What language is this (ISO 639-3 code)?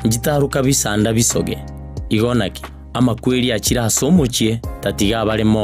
guz